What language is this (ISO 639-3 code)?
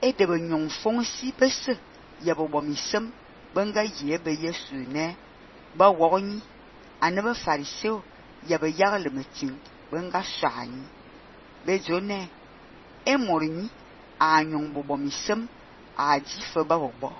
fan